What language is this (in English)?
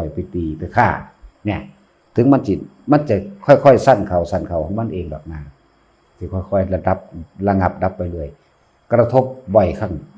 Northeastern Thai